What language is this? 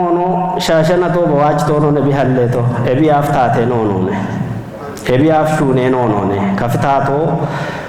Kafa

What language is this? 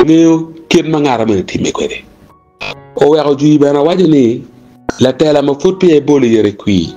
Acoli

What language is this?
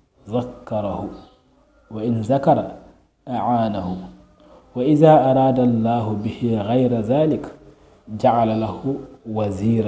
Fula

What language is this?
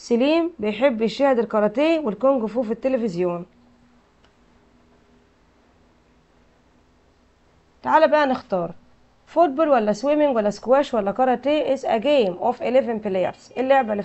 Egyptian Arabic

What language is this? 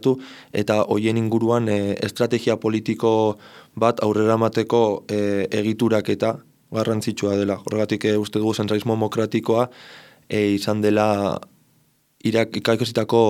Basque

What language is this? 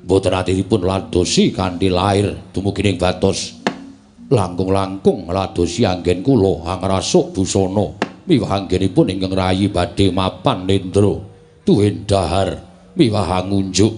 Javanese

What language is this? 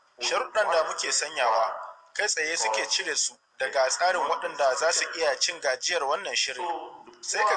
Hausa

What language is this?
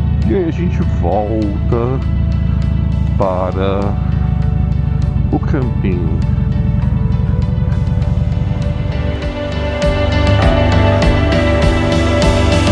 Portuguese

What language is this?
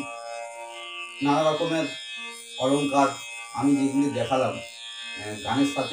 Bangla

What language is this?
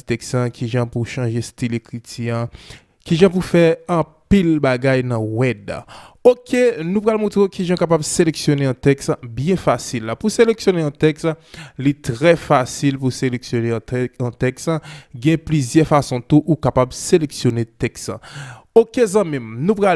Haitian Creole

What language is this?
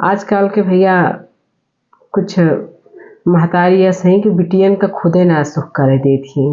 Awadhi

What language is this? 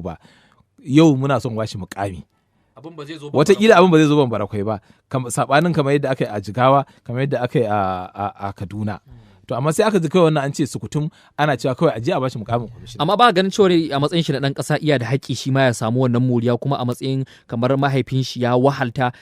Hausa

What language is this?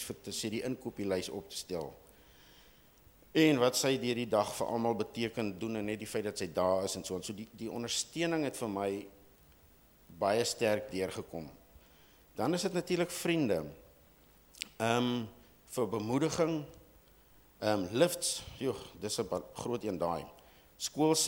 Afrikaans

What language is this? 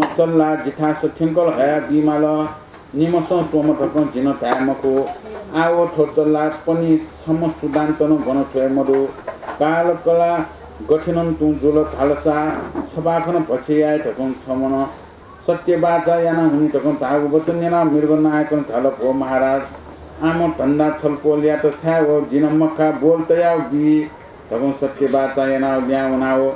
Newari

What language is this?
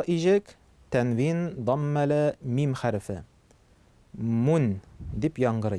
Tatar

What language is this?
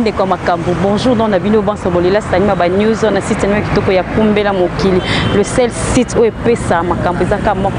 Lingala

